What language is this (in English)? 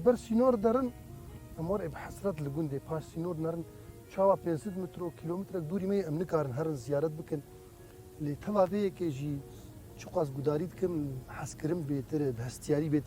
Kurdish